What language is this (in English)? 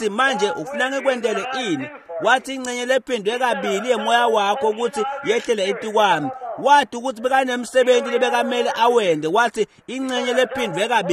Swati